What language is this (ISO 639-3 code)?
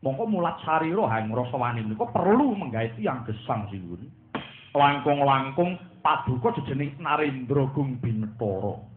jav